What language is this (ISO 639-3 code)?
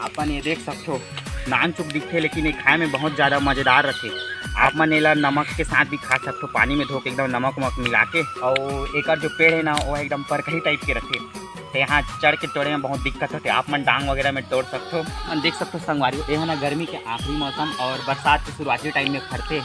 hne